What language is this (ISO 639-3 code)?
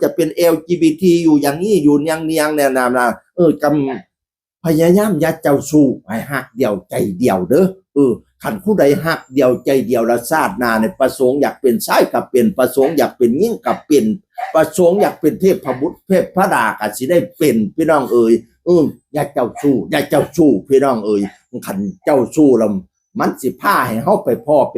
tts